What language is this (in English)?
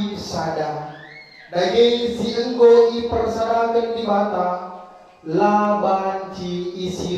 Batak Karo